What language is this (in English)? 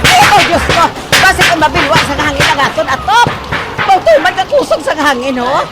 Hiligaynon